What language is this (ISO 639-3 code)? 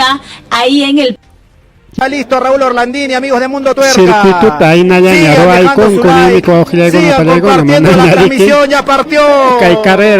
quy